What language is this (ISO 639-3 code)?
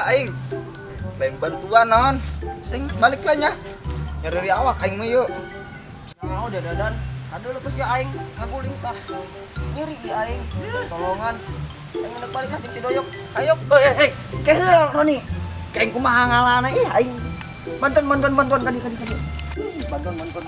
sun